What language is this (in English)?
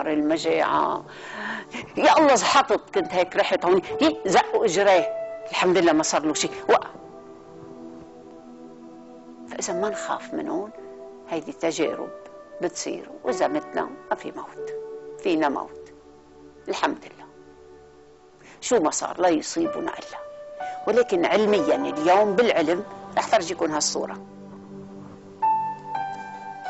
North Levantine Arabic